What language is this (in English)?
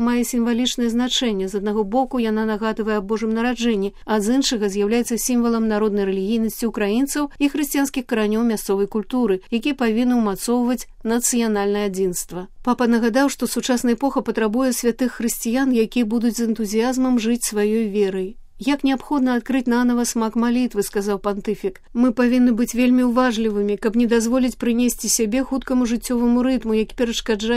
Belarusian